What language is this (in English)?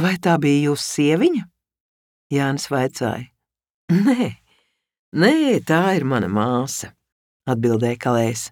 Latvian